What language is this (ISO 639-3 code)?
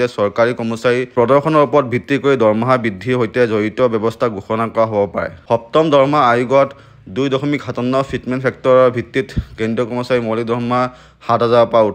asm